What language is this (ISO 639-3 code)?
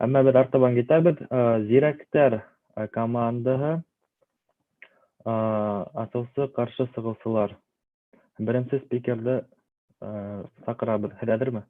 bak